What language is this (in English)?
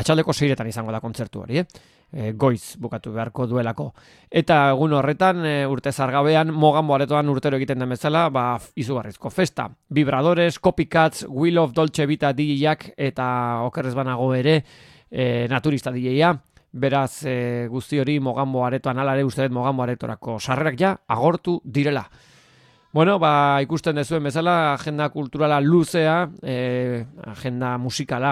Basque